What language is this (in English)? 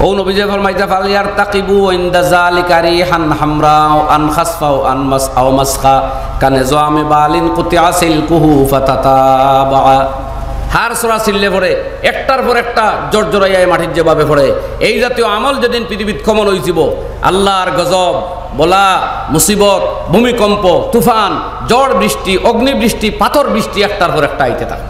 Sylheti